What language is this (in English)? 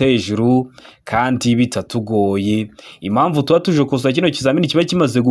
Kinyarwanda